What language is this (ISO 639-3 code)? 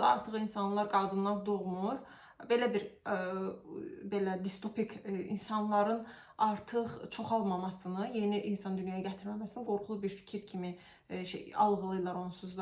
aze